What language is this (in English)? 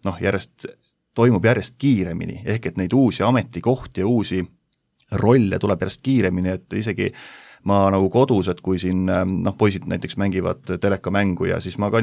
Estonian